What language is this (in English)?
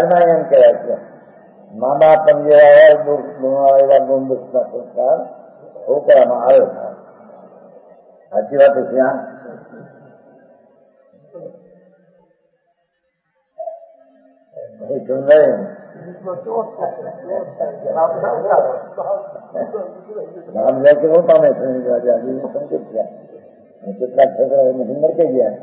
Gujarati